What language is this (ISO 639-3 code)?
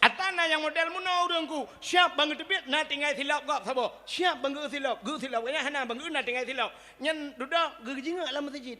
ace